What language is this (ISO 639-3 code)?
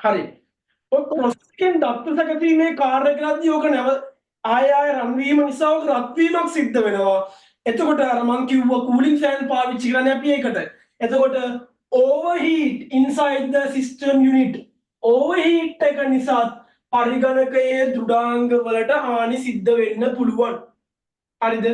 sin